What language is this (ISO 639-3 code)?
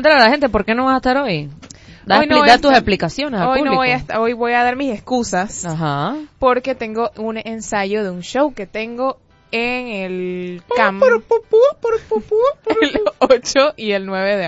spa